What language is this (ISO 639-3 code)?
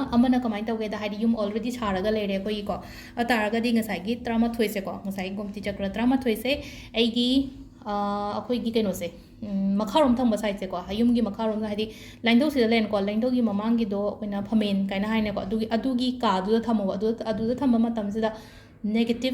mni